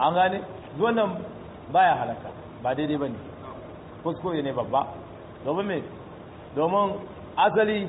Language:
Hausa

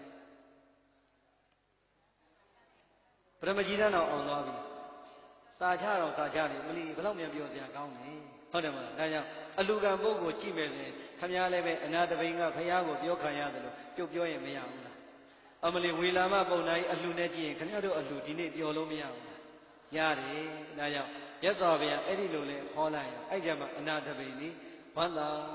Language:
Burmese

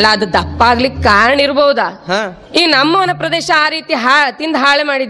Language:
Kannada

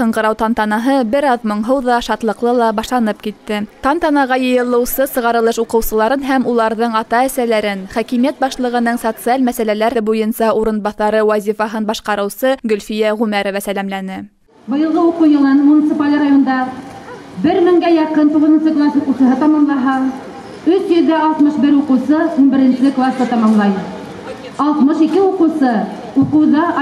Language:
Bashkir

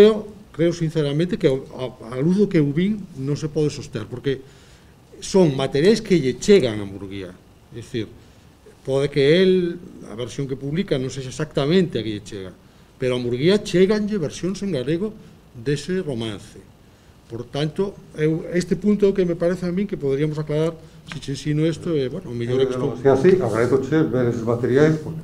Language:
Galician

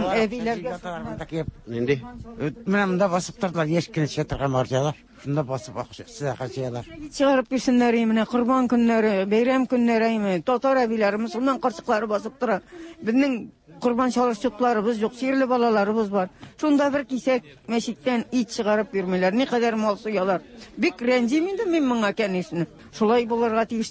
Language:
Tatar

